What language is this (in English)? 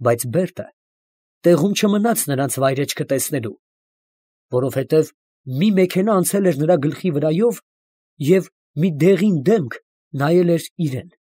Armenian